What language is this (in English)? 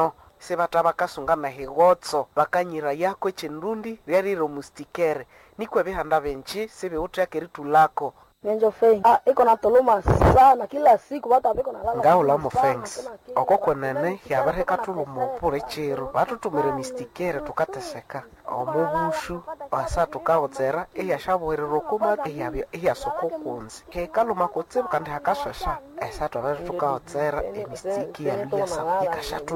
Nande